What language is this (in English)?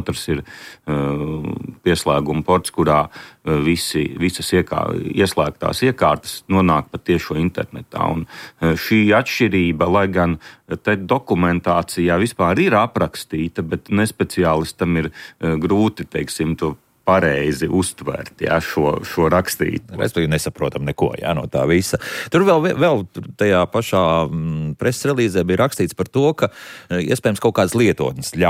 Latvian